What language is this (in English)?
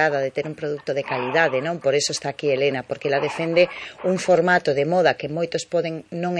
Galician